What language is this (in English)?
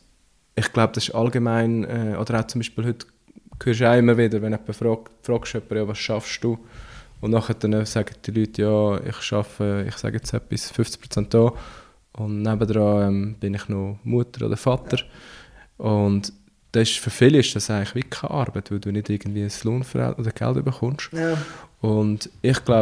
German